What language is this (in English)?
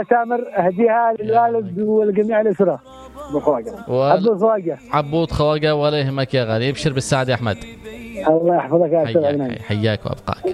Arabic